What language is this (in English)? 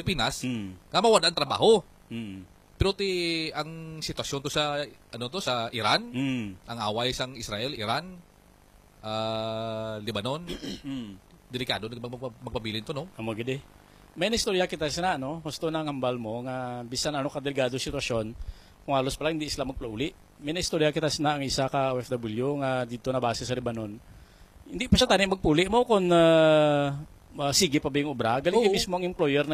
Hiligaynon